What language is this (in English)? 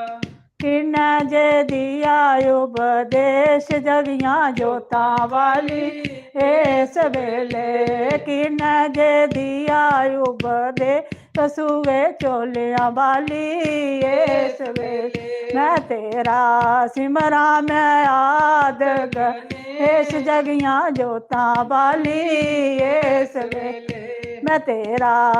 Dogri